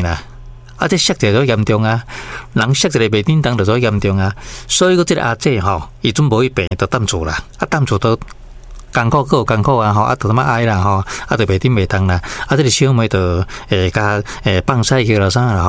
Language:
Min Nan Chinese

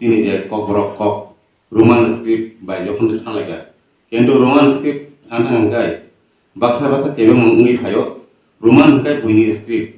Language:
Kok Borok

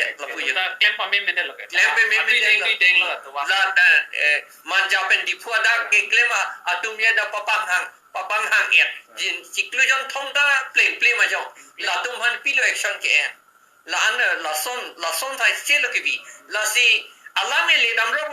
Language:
Karbi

